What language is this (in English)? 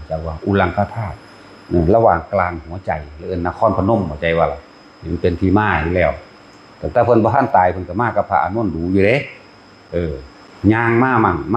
Northeastern Thai